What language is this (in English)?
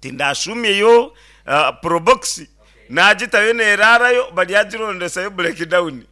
Nyankole